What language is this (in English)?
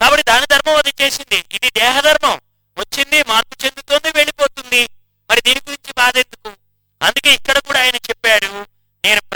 Telugu